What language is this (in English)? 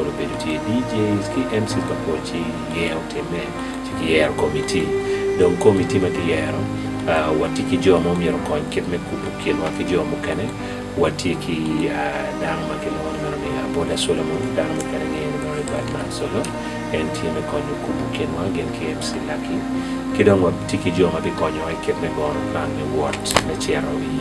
Acoli